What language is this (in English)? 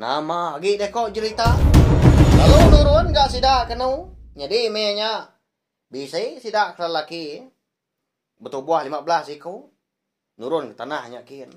Iban